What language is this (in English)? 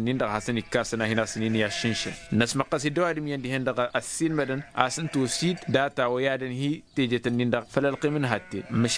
Tamasheq